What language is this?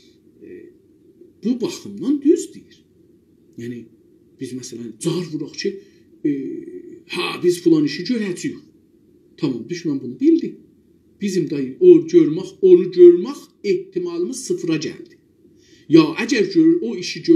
South Azerbaijani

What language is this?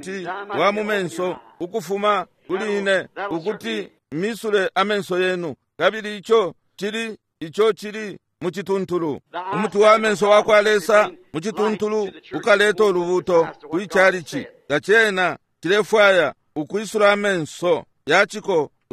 Bemba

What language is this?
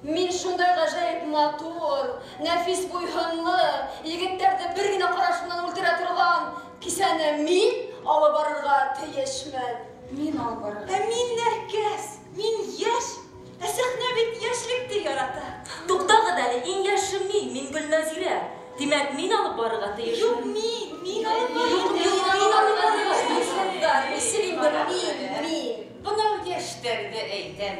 Bashkir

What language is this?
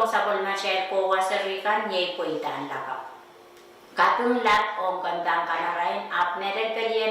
Pohnpeian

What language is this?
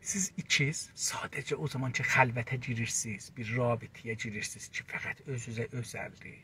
South Azerbaijani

